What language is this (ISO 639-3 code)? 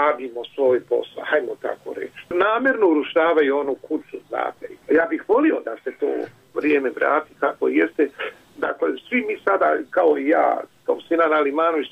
srp